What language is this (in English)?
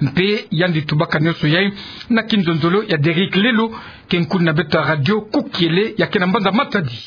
Kituba (Democratic Republic of Congo)